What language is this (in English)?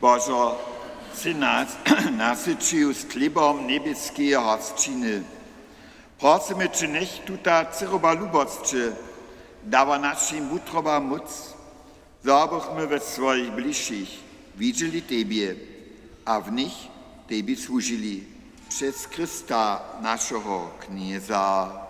Upper Sorbian